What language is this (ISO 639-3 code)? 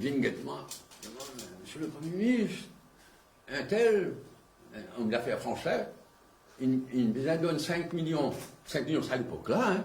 mfe